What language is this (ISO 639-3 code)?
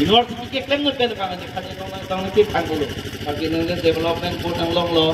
mjw